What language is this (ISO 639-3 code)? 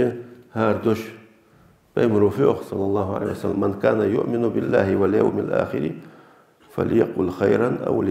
inh